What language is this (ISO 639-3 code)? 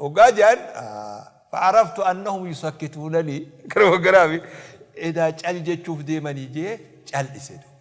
orm